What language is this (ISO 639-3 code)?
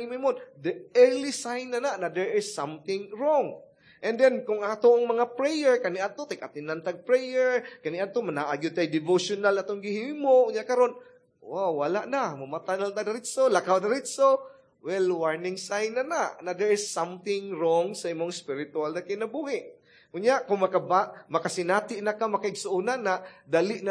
ceb